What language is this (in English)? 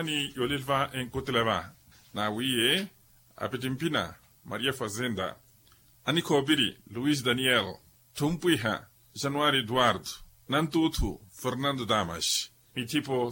Makhuwa